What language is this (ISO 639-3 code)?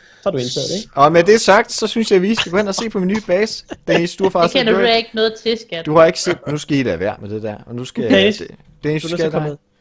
dan